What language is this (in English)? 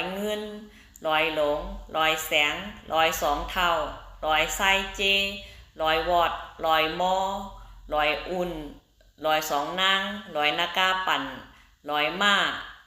Shan